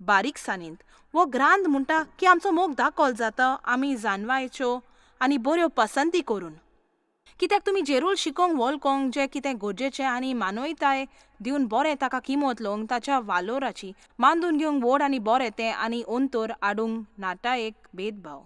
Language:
Konkani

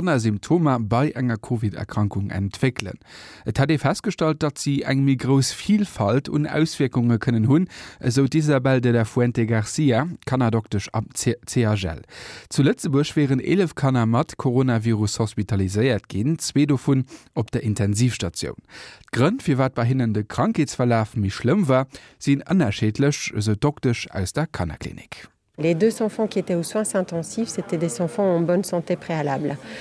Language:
Luxembourgish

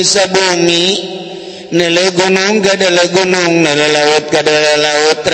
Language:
Sundanese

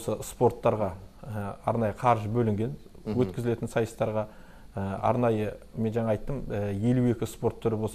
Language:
Kazakh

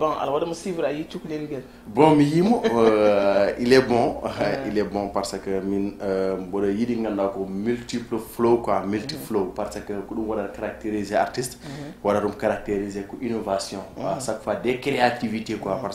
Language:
Fula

